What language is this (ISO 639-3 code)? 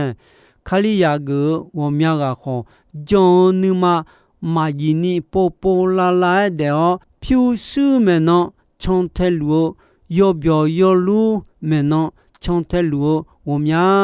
ahk